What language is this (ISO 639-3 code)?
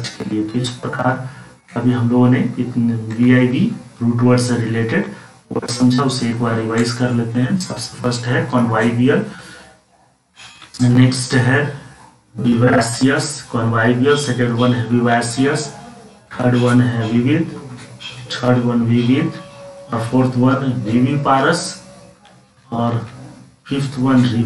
hin